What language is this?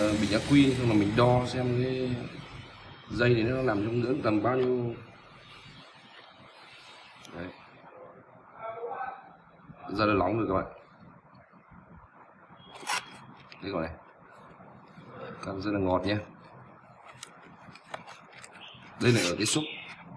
Vietnamese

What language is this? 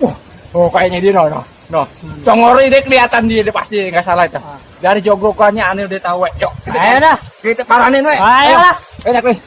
Betawi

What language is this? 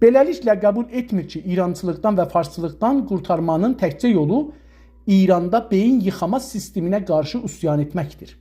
South Azerbaijani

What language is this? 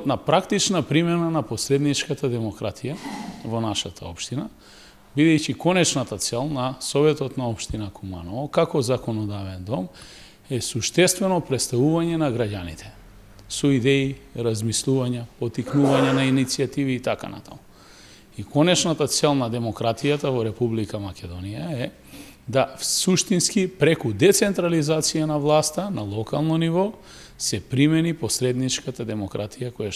Macedonian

